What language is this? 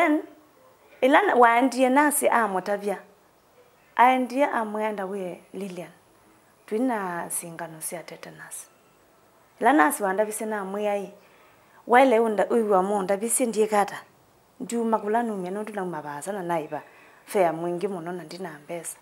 Kamba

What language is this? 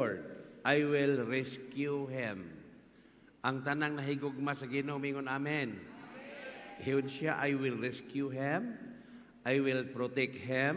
Cebuano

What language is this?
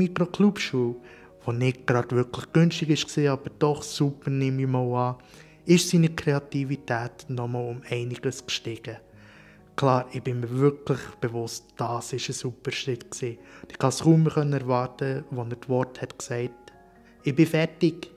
Swiss German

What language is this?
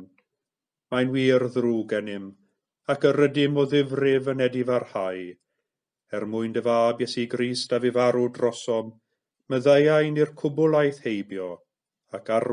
Welsh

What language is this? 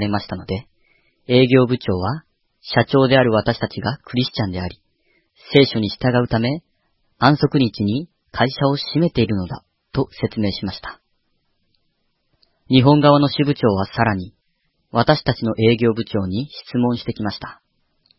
Japanese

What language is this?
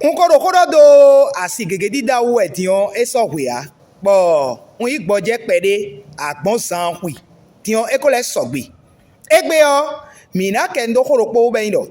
Fon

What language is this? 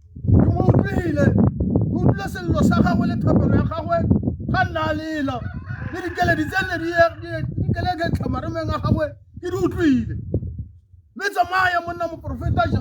Tswana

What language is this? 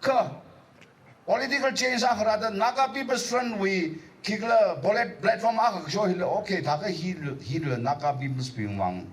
Tangkhul Naga (India)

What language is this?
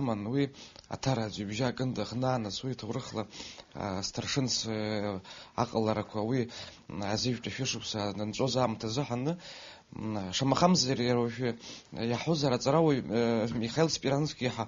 Abkhazian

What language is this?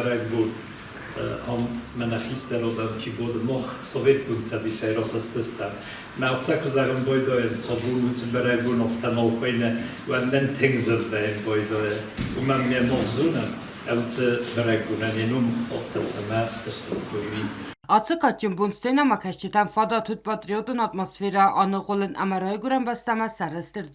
Ossetic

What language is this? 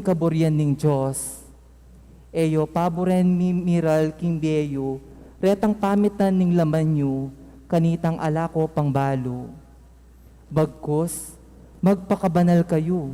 Pampanga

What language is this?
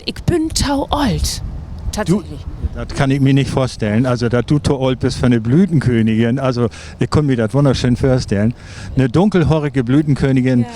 Low German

